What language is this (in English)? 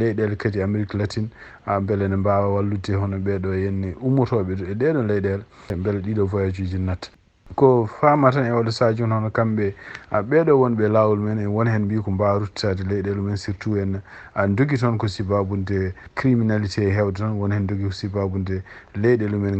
Fula